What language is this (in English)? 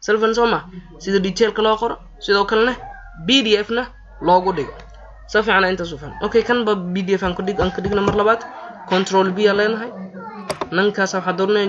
Somali